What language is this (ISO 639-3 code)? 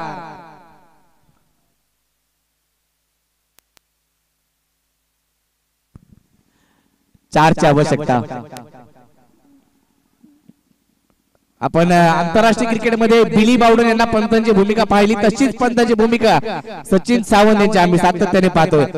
mar